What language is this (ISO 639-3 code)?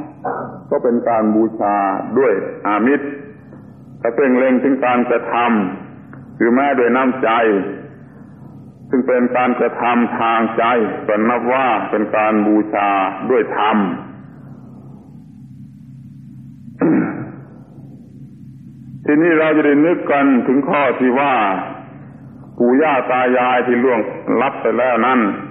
tha